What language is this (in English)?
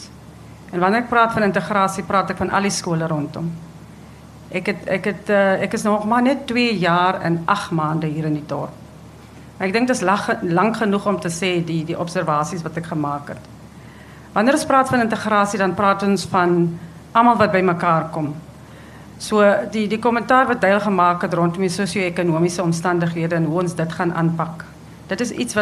Afrikaans